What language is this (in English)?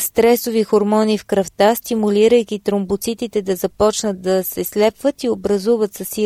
Bulgarian